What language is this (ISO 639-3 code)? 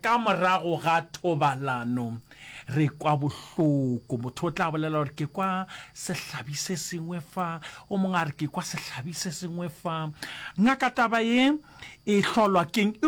nso